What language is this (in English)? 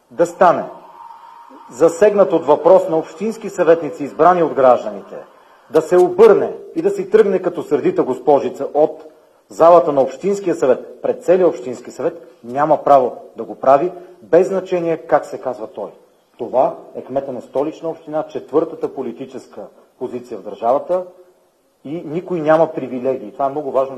Bulgarian